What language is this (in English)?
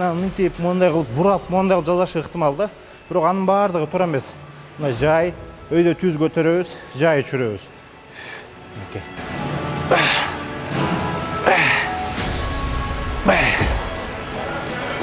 Kyrgyz